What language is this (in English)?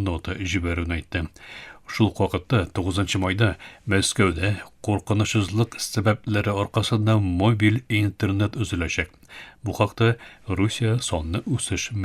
Tatar